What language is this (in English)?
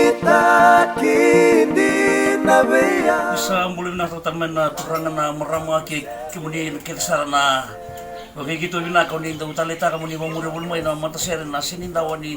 Fijian